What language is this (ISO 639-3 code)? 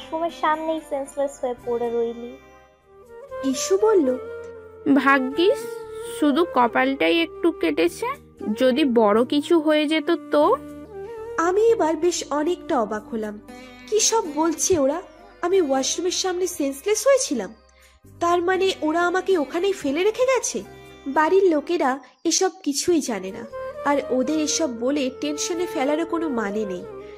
ben